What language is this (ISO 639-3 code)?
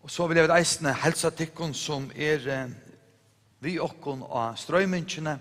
fao